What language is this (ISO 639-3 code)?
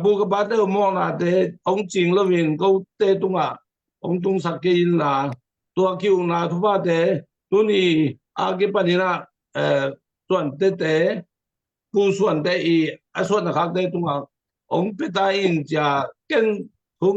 ctd